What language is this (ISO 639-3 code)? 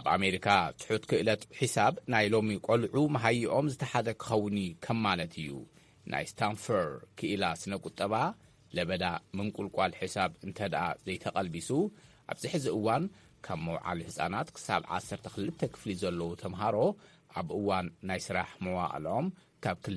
tir